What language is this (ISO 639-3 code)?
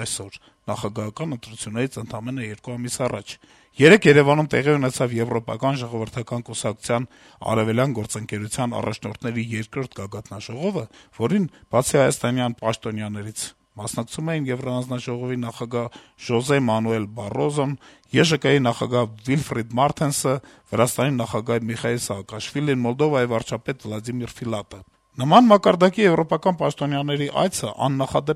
hye